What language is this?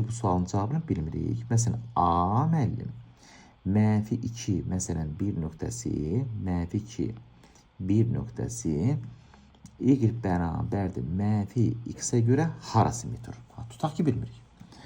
Azerbaijani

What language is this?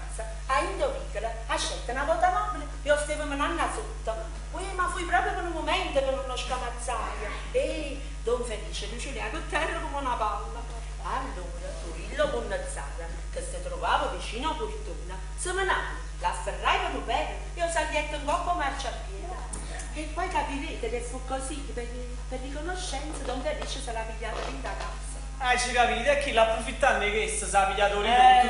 Neapolitan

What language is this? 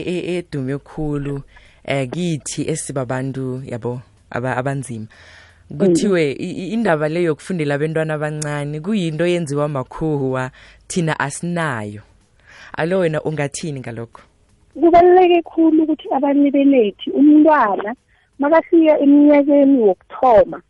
South Ndebele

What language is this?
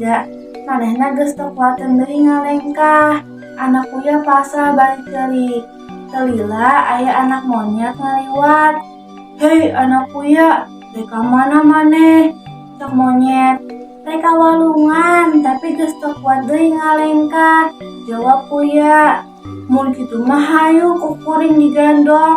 Sundanese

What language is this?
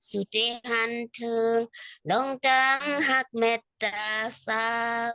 Shan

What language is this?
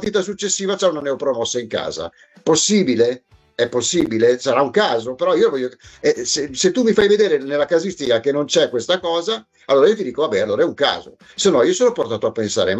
Italian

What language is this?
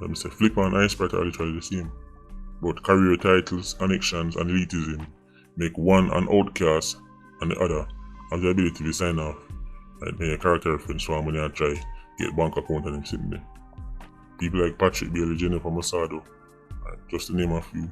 Jamaican Creole English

